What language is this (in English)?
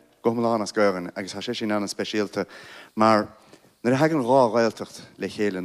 Irish